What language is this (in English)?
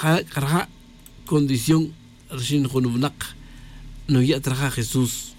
Tz'utujil